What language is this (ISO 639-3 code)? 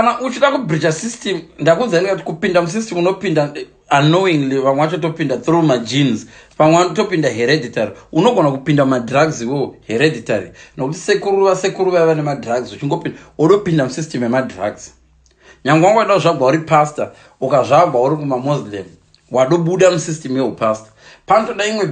sna